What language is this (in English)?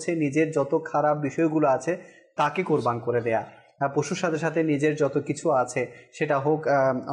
Bangla